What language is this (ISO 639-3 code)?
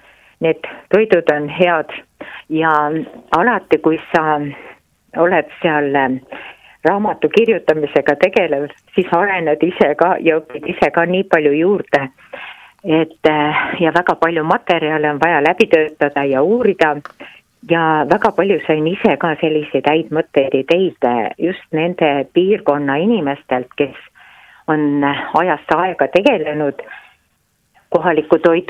est